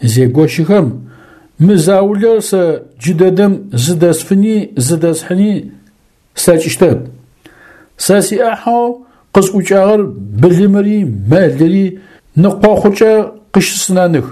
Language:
Adyghe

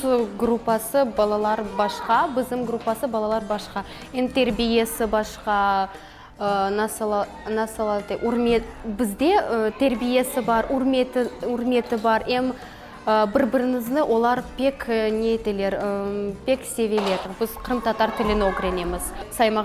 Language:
Crimean Tatar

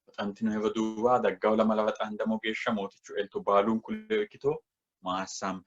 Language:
Sidamo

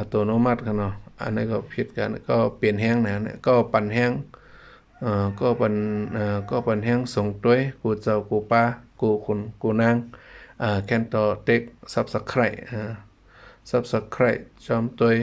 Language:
Shan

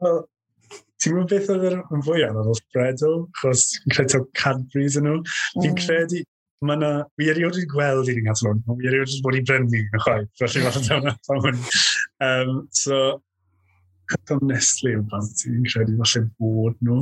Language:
Welsh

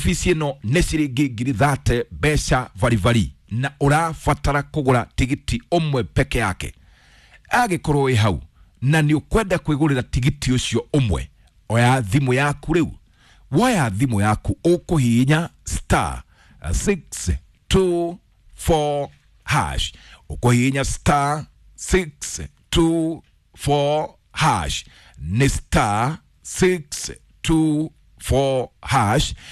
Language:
Kikuyu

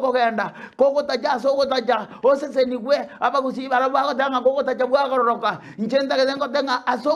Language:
Gusii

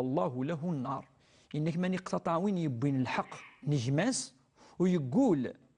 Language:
Kabyle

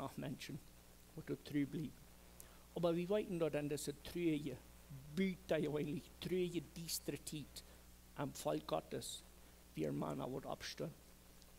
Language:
Plautdietsch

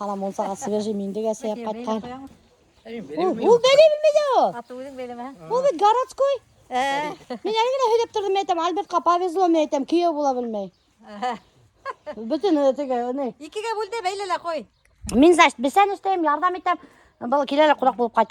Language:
Bashkir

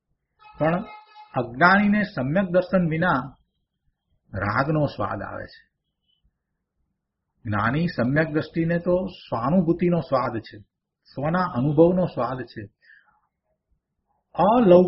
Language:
Gujarati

